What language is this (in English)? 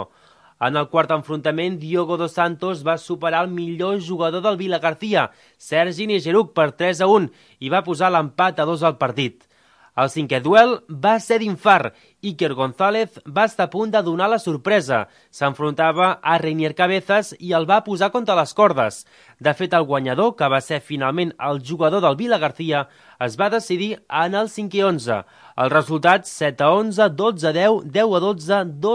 Catalan